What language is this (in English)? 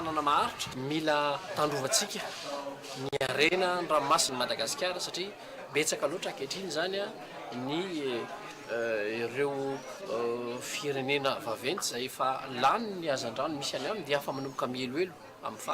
Malagasy